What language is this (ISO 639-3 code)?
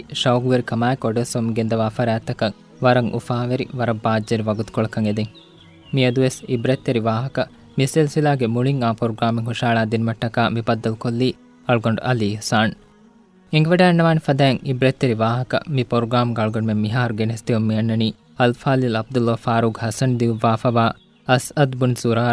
div